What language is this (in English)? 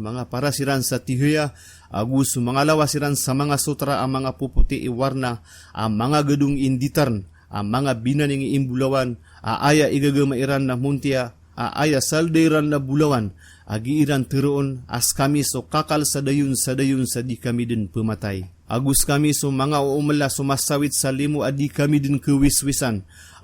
Maranao